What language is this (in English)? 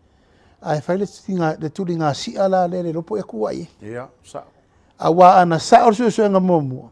Samoan